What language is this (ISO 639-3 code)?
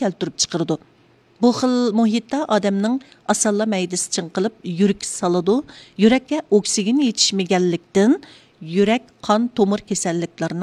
uig